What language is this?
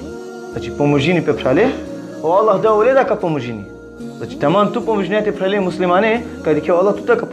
Balkan Romani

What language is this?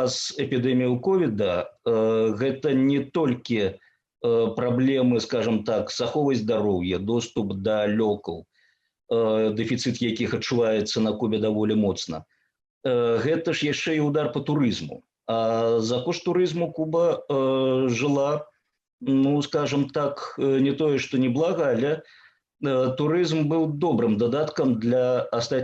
Belarusian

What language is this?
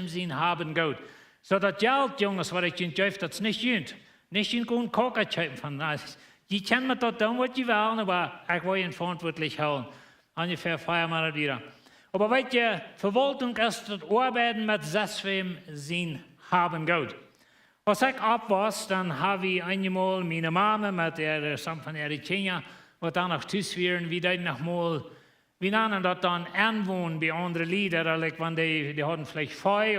Plautdietsch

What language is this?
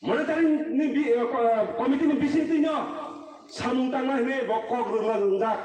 Kok Borok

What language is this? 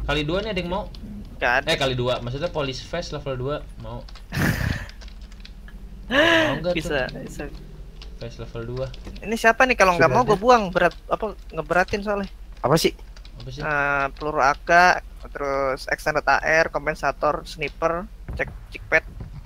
Indonesian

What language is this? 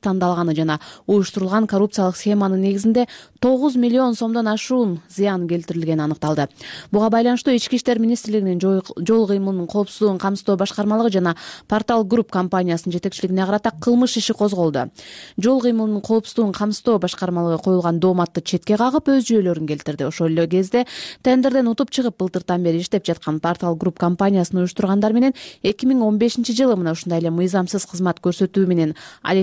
Kyrgyz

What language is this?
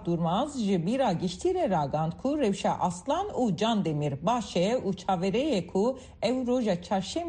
Kurdish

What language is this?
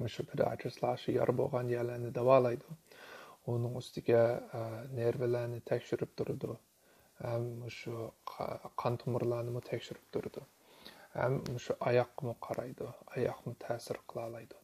Uyghur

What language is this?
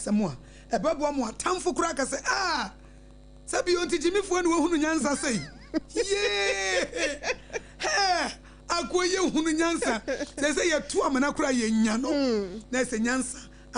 Akan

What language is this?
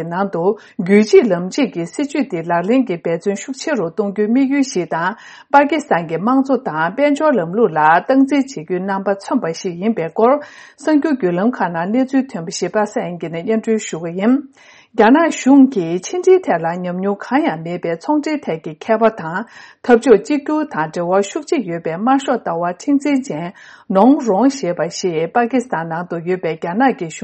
Tibetan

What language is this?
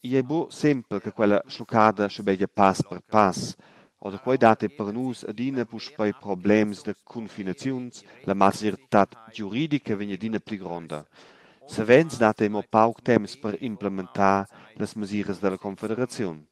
Romansh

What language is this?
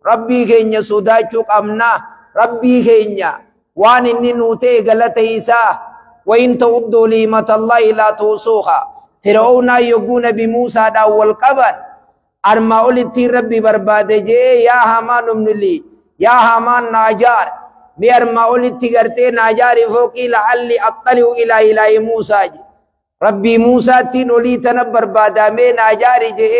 Oromo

